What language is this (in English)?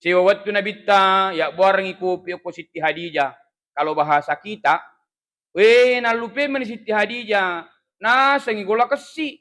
Buginese